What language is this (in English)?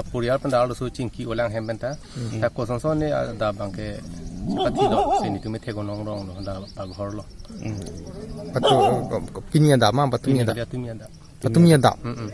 Karbi